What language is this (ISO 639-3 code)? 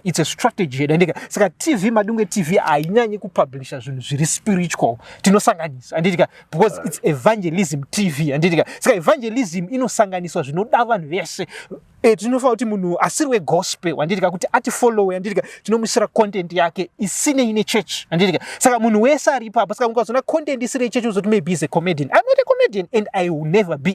sna